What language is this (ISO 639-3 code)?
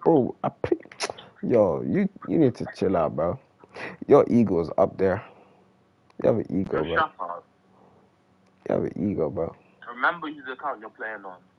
eng